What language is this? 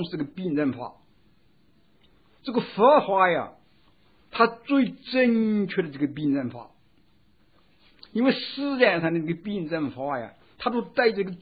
Chinese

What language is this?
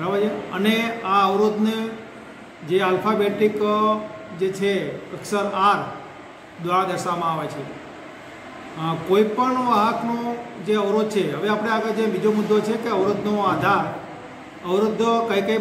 Gujarati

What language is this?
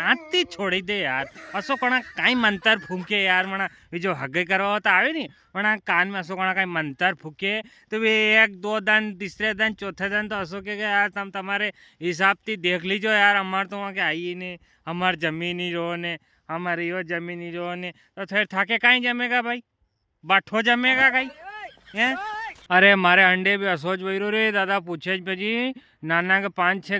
Rajasthani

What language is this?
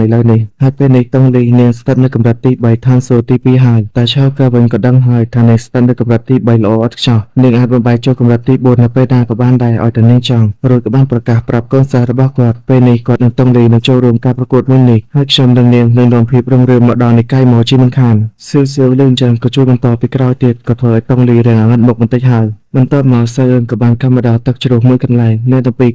Khmer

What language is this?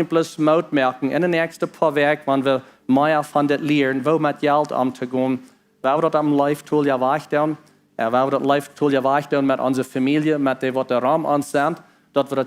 Plautdietsch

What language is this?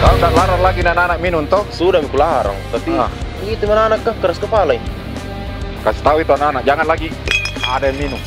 Makassar Malay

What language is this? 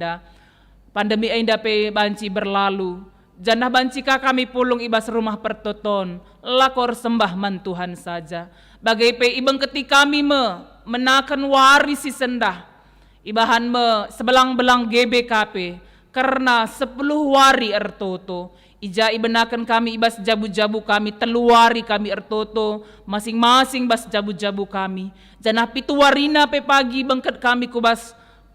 Batak Karo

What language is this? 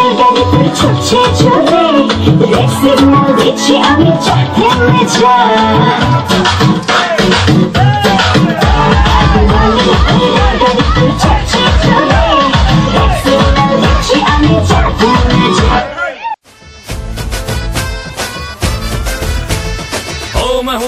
Bangla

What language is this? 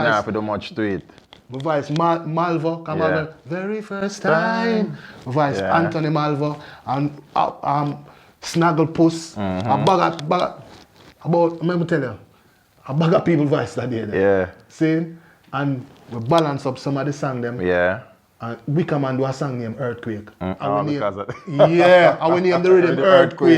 Jamaican Creole English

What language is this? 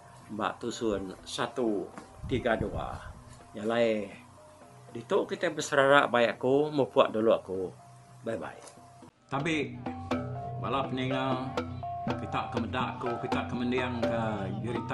Iban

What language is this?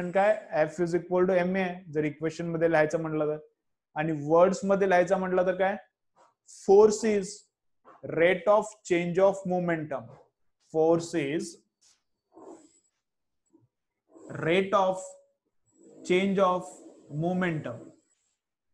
Marathi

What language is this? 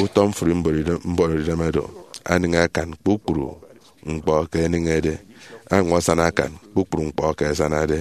Efik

